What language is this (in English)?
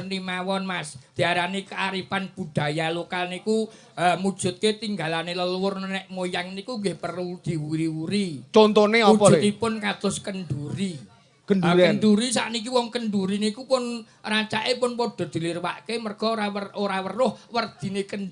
Javanese